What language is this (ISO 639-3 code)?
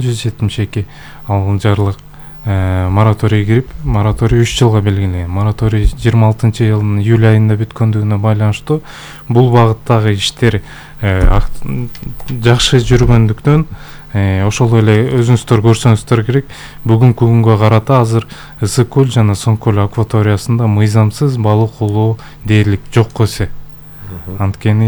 kir